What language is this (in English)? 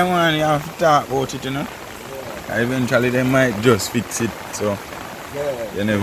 Jamaican Creole English